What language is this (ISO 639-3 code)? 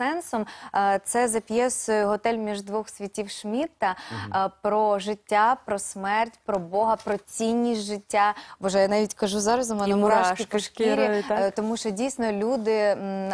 ukr